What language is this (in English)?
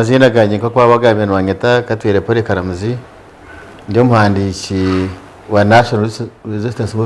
Nyankole